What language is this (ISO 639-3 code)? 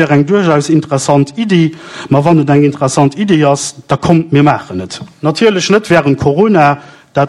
ltz